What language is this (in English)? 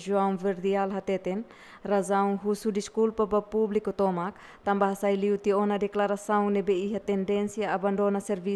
Tetum